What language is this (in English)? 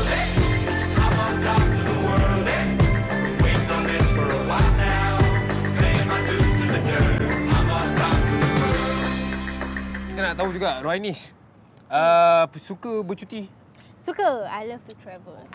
Malay